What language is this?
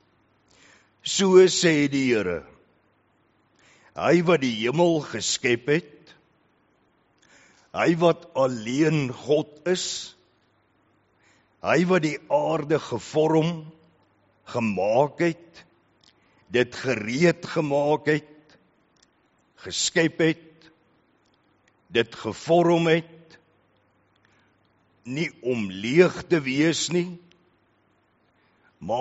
Afrikaans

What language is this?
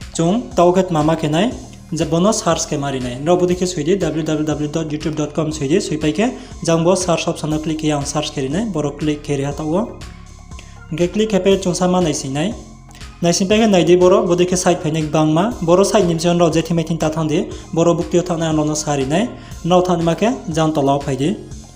Riang (India)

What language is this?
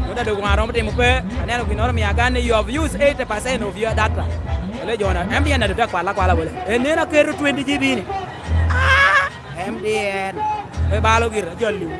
Lango (Uganda)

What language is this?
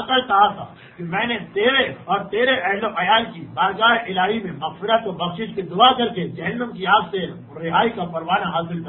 Urdu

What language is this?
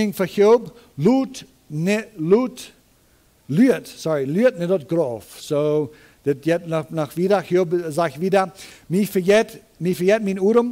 Plautdietsch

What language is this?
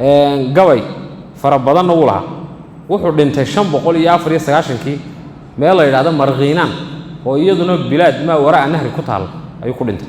Somali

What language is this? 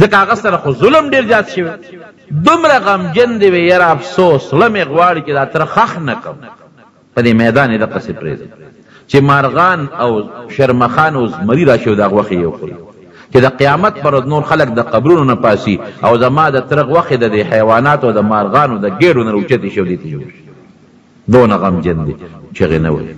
Pashto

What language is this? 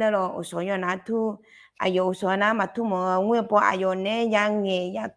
Akha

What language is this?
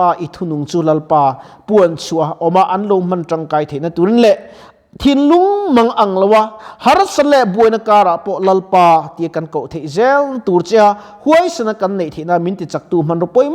Mizo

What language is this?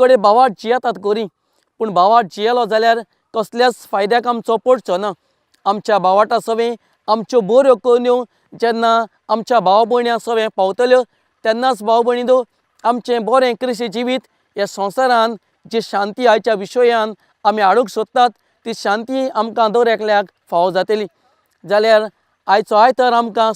Konkani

